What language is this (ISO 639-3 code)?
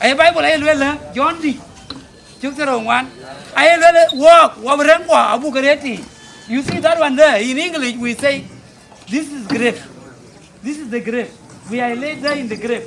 din